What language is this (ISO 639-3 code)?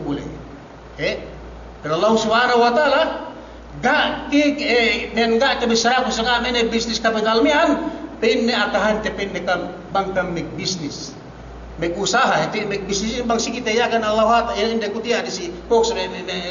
yka